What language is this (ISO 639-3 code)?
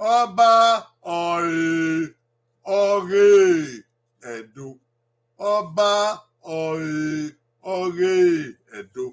bin